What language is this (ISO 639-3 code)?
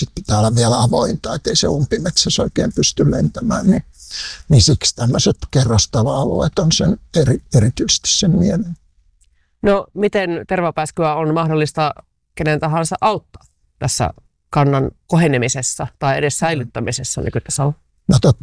fin